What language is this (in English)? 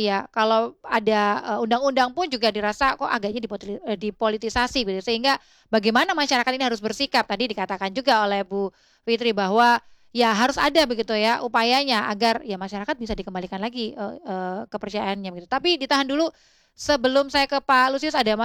Indonesian